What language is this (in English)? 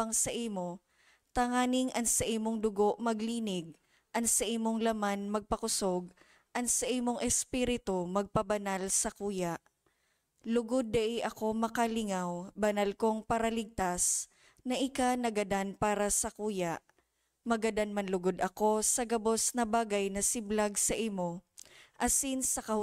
Bikol